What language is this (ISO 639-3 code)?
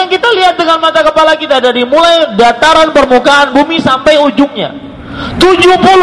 ind